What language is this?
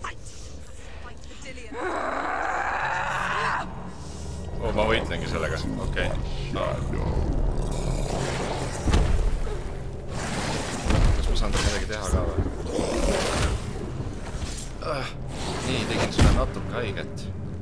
Estonian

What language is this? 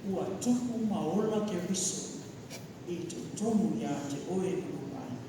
Samoan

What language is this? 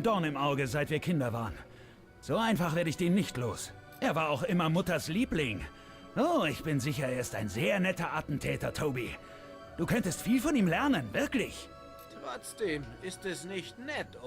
Swiss German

